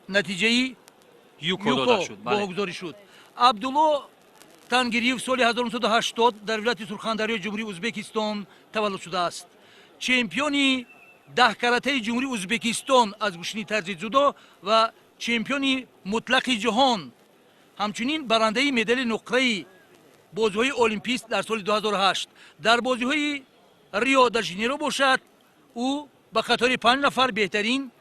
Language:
Tajik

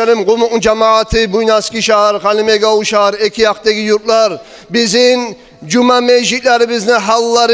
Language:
Kumyk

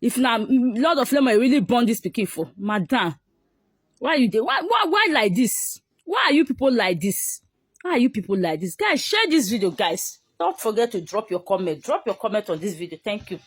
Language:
Nigerian Pidgin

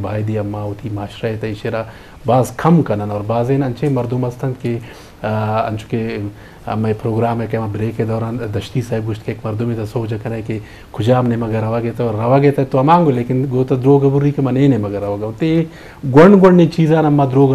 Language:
Eastern Balochi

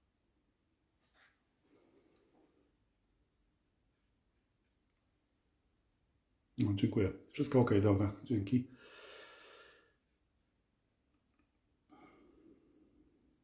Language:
Polish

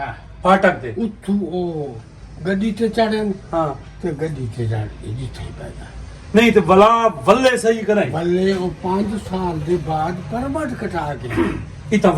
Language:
Saraiki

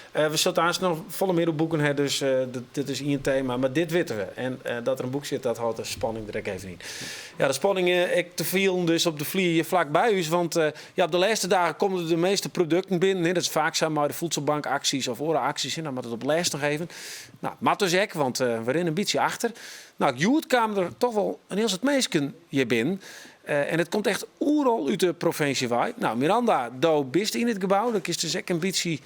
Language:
Western Frisian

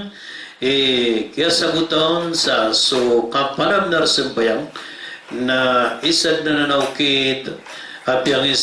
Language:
Maranao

